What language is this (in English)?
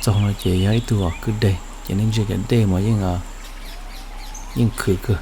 Hmong